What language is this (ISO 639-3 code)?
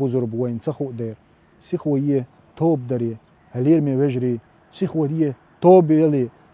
che